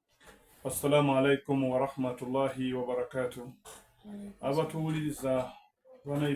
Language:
Soga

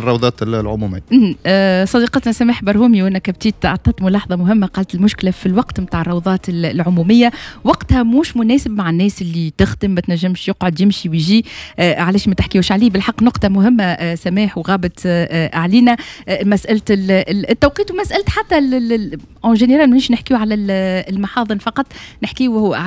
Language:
Tunisian Arabic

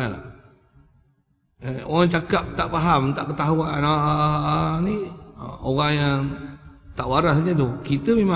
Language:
Malay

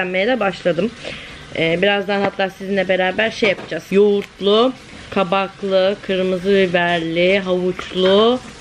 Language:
Turkish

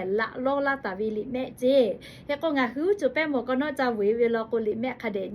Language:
Lahu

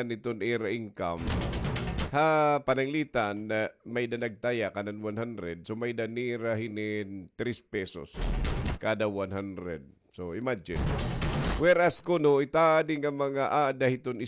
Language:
Waray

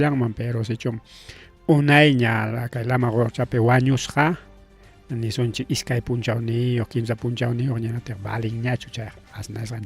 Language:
Ayacucho Quechua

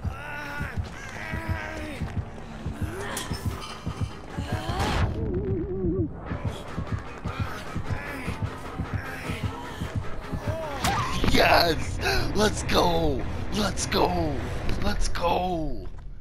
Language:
English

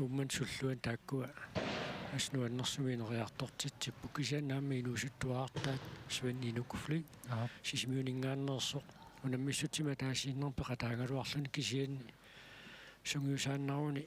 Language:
Kalaallisut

